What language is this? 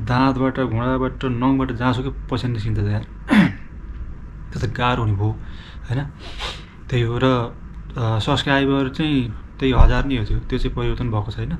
Nepali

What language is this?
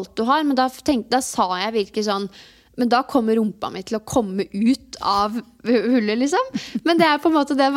Norwegian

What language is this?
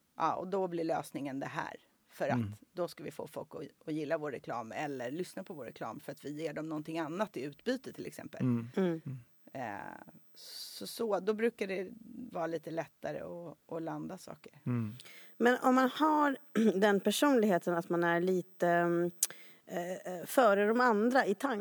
Swedish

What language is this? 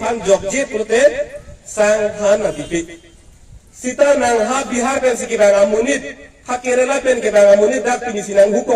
Karbi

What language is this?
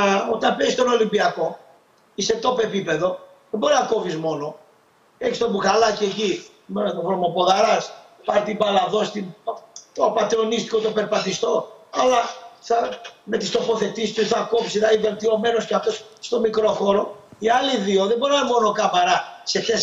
Greek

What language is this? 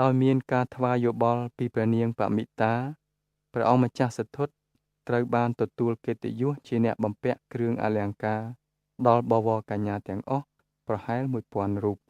Khmer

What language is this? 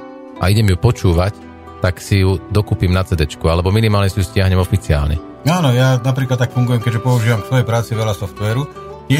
Slovak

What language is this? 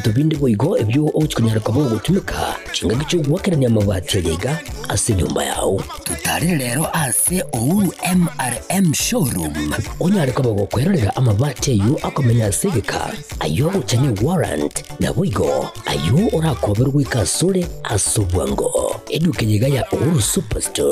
Gusii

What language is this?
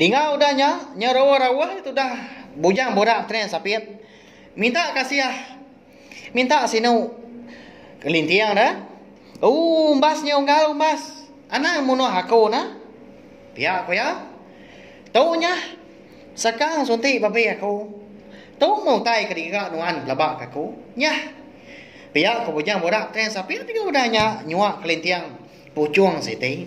Iban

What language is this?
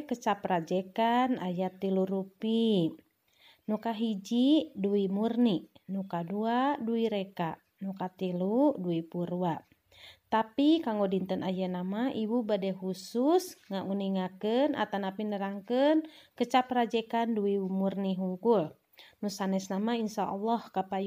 Sundanese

